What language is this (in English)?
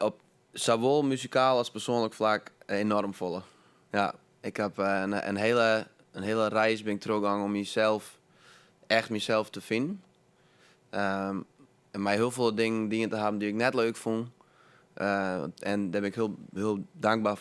Western Frisian